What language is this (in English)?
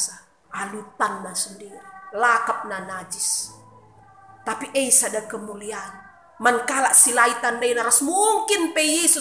Batak Karo